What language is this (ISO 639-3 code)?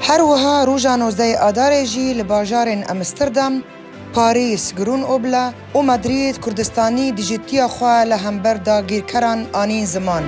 kur